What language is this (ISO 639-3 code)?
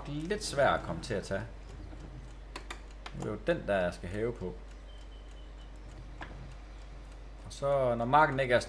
dan